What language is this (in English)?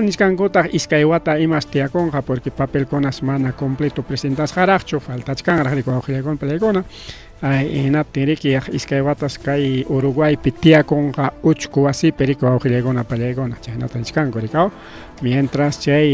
Ayacucho Quechua